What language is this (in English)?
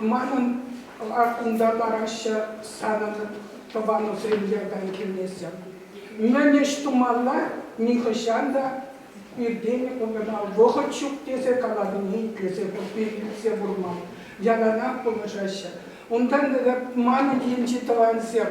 Chuvash